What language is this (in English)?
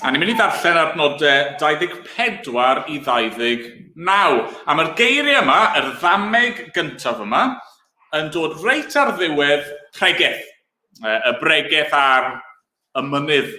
Welsh